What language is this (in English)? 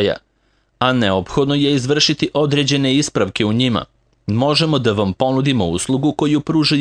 Serbian